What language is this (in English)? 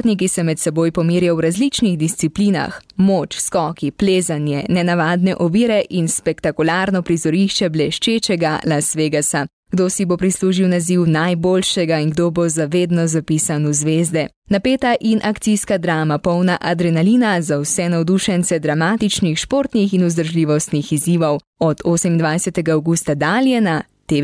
Slovenian